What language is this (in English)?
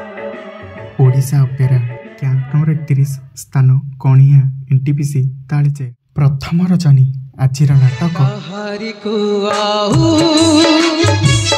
Odia